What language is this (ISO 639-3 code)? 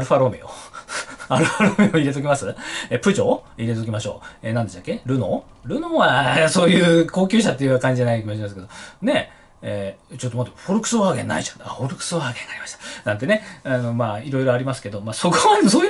jpn